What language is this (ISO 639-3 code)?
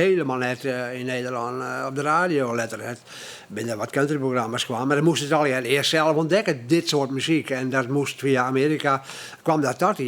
fry